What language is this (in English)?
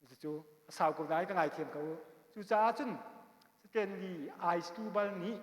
Hakha Chin